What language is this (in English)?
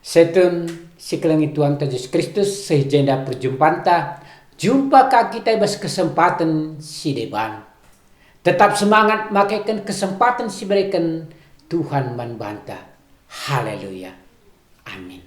Batak Karo